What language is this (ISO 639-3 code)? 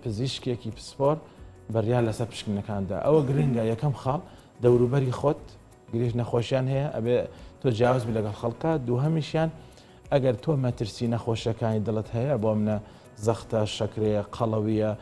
ckb